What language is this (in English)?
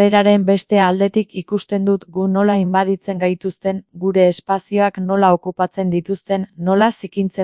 Basque